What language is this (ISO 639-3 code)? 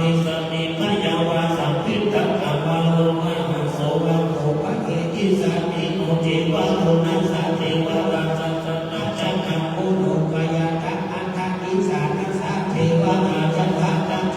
pli